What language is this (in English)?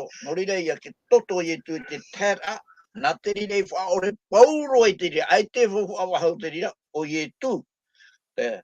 Tahitian